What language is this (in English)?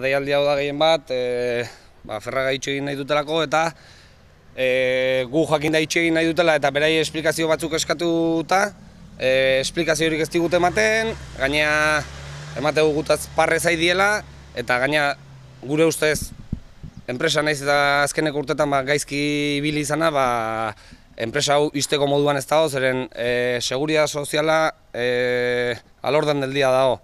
Basque